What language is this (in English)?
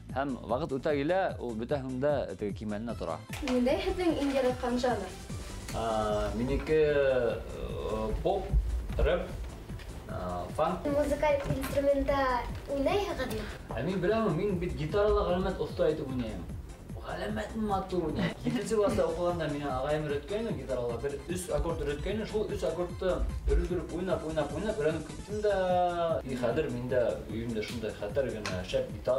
Bashkir